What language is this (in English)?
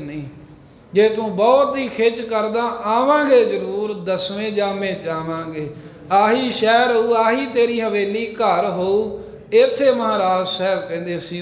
Punjabi